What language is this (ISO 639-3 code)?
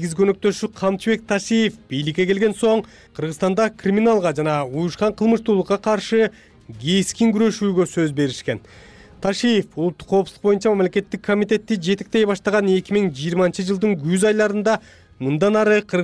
kir